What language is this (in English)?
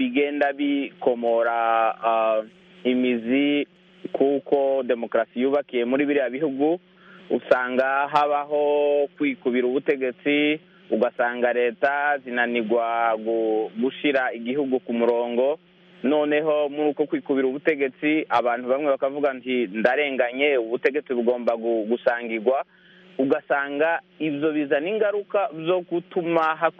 Kinyarwanda